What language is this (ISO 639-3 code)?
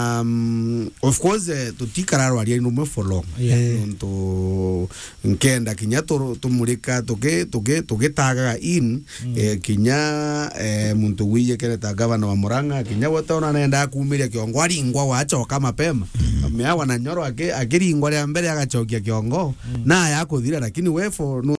mer